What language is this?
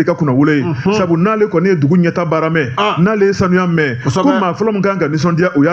Bambara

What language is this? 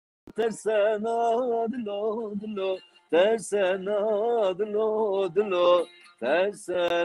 Zaza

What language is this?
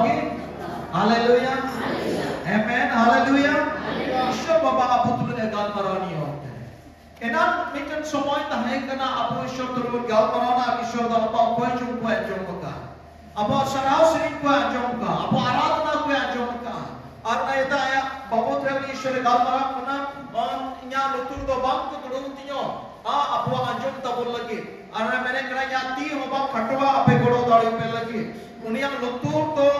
Santali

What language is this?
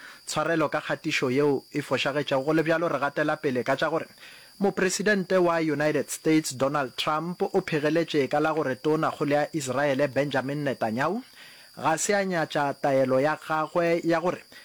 Northern Sotho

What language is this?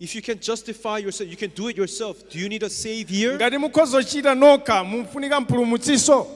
Nyanja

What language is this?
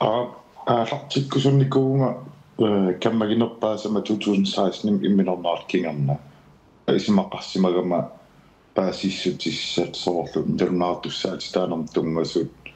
Kalaallisut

